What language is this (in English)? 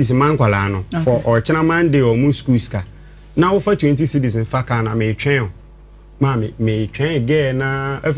Akan